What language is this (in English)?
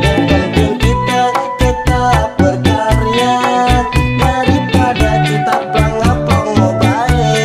Betawi